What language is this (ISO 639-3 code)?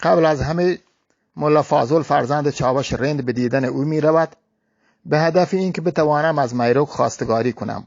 bgp